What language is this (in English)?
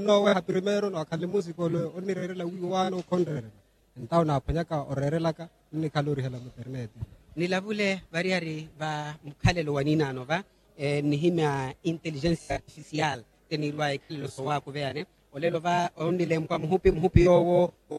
Makhuwa